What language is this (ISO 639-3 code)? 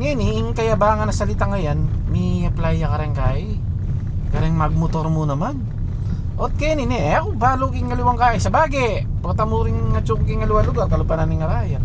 pam